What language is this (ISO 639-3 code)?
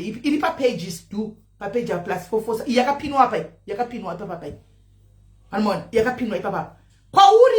sna